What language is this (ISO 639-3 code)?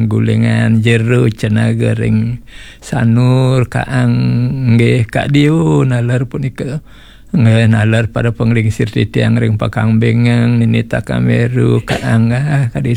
ban